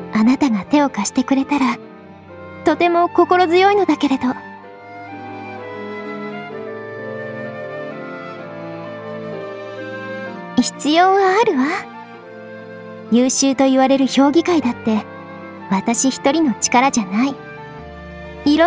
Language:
Japanese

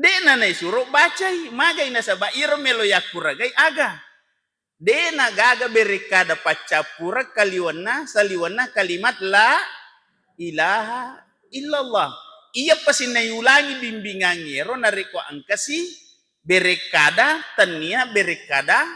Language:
Buginese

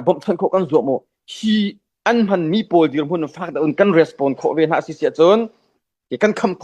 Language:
Hakha Chin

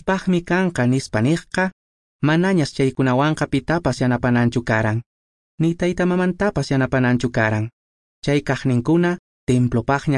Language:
Quechua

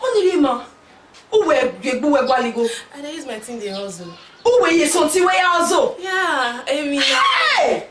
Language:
Bini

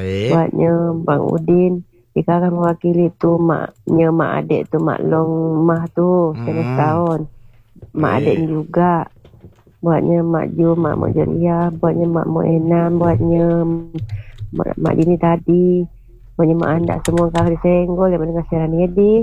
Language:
Malay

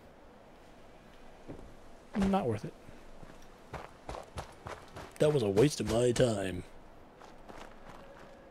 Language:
English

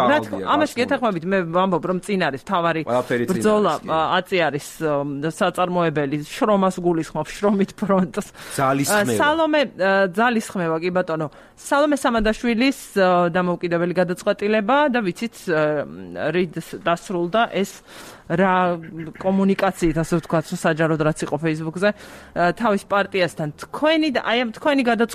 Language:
Georgian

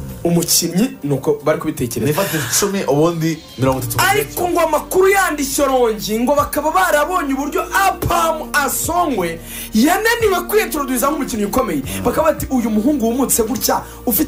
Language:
Kinyarwanda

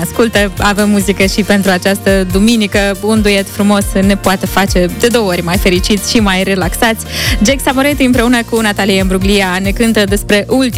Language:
Romanian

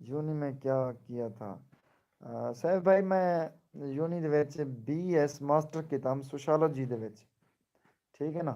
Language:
Saraiki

